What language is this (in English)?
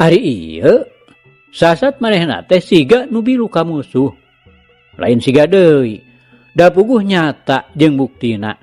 Sundanese